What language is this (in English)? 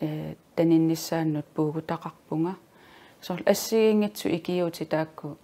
Kalaallisut